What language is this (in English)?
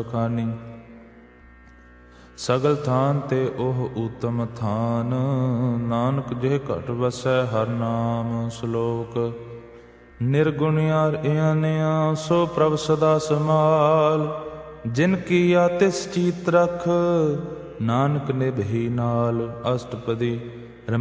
Punjabi